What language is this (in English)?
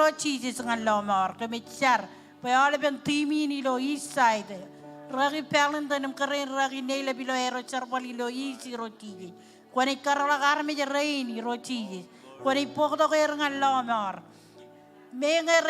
Marshallese